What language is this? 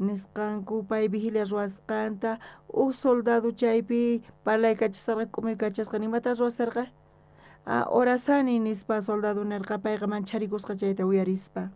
South Bolivian Quechua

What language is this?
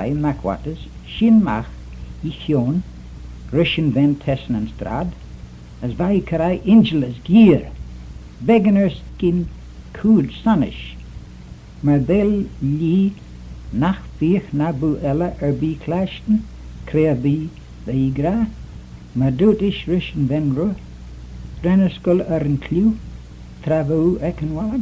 Manx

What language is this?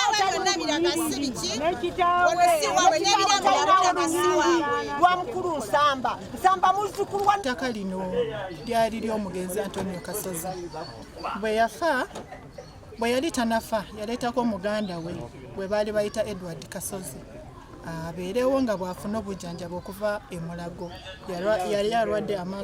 Ganda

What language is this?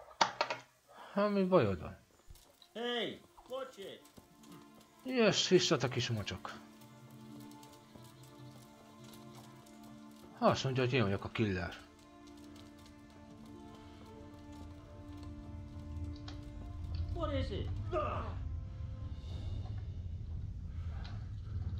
Hungarian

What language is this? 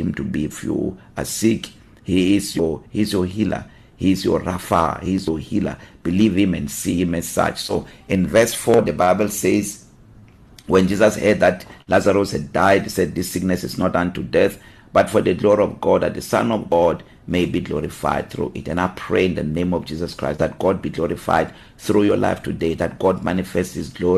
English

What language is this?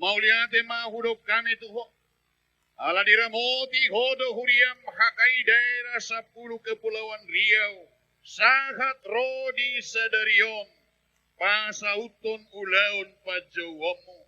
Batak Toba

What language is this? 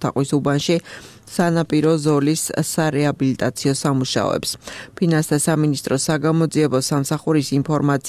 Georgian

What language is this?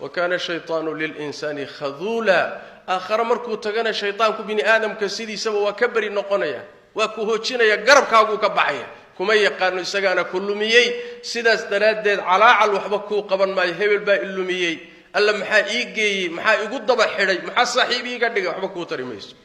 Somali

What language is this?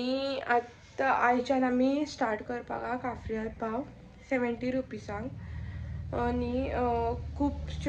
Konkani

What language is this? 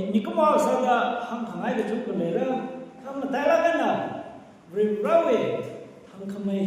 Tangkhul Naga (India)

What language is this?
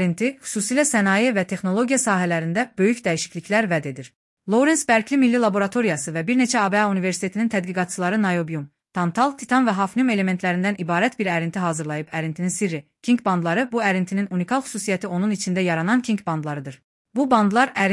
Azerbaijani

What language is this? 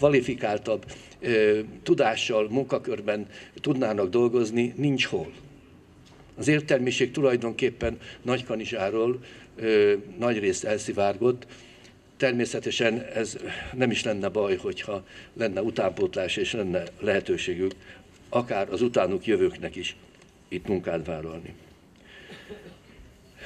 Hungarian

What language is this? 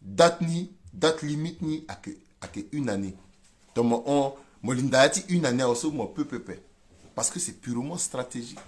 Sango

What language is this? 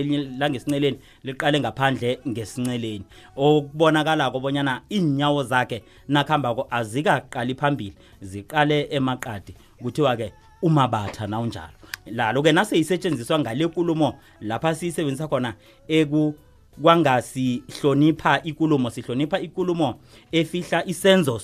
South Ndebele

